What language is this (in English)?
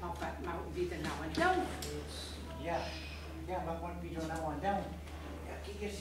Gronings